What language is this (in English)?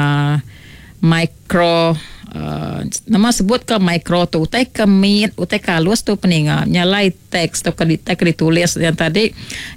Iban